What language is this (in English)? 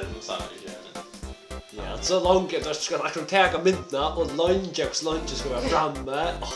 Faroese